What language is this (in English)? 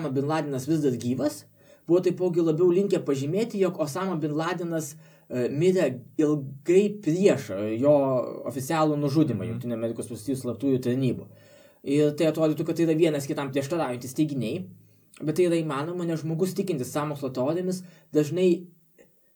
Lithuanian